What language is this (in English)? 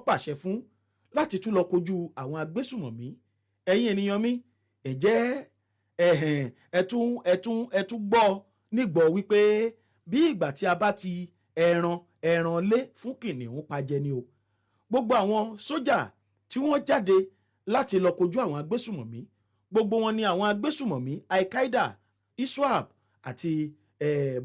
Yoruba